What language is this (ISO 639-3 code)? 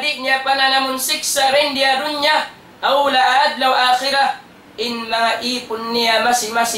tsg